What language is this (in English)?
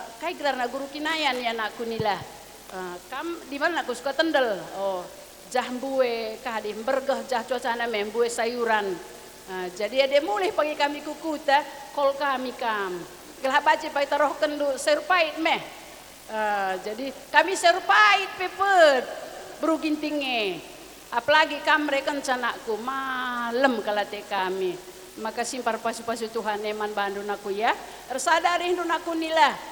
Batak Karo